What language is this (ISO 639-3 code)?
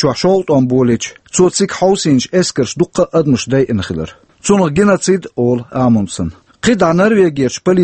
che